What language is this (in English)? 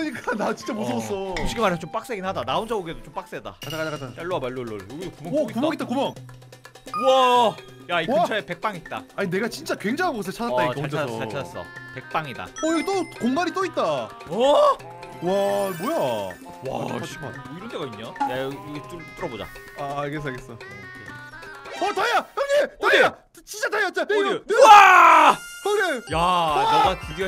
Korean